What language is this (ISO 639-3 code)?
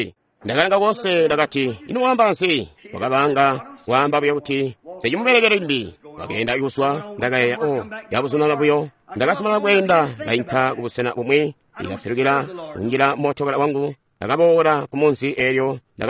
toi